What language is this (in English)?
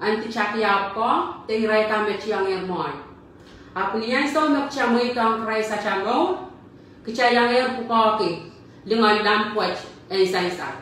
Pohnpeian